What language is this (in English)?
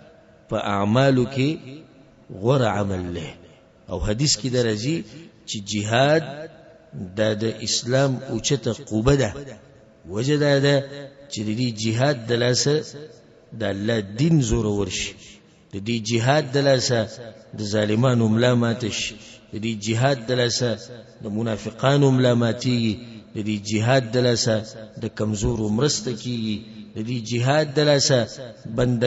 Pashto